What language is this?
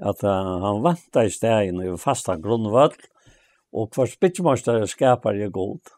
Faroese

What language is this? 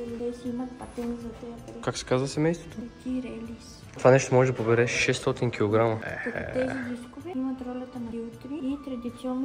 Bulgarian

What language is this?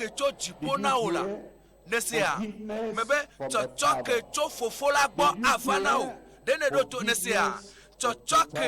Ewe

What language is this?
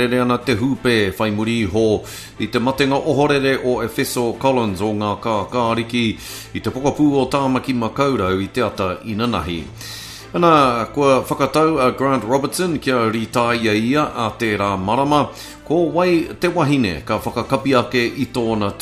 Māori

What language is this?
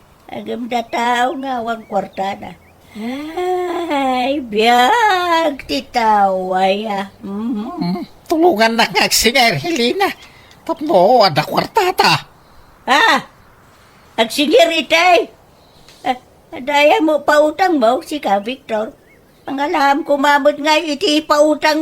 Iloko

